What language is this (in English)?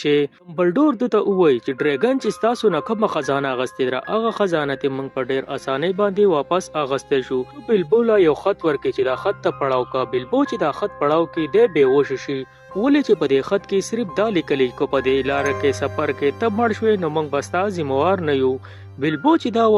Pashto